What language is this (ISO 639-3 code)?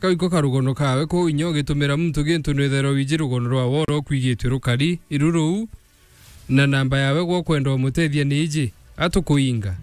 mer